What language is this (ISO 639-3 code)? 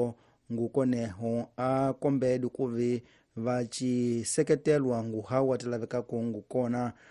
tso